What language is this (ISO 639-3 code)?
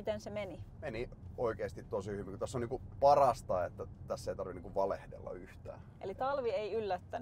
fin